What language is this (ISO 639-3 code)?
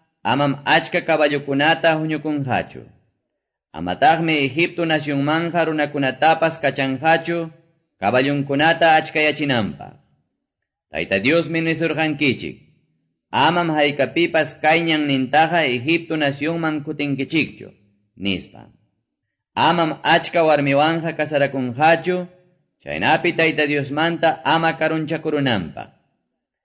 que